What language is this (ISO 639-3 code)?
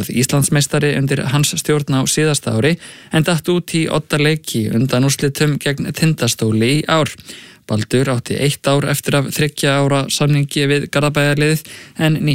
isl